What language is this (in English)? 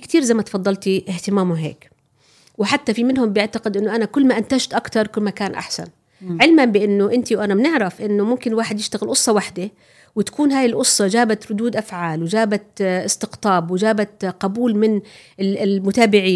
North Levantine Arabic